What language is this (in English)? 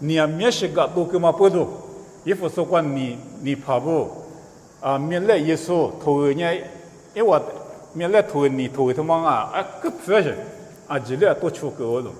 Lisu